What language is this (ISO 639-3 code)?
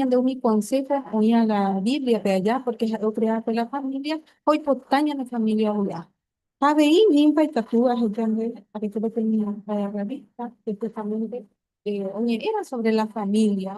grn